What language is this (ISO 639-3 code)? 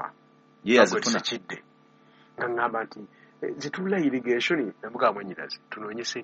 lug